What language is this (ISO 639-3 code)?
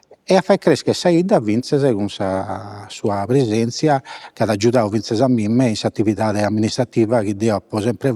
srd